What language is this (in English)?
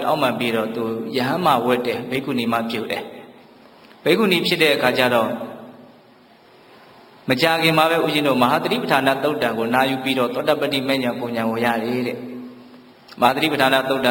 Burmese